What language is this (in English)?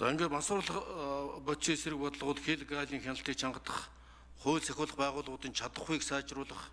Mongolian